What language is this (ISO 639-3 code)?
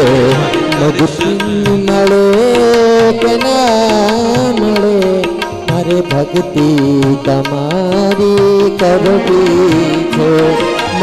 guj